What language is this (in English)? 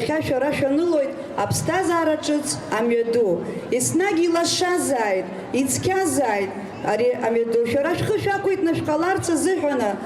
Abkhazian